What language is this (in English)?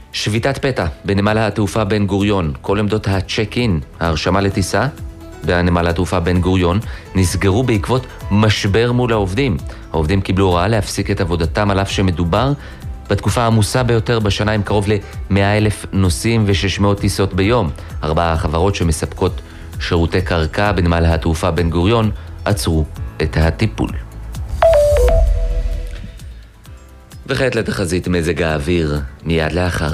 Hebrew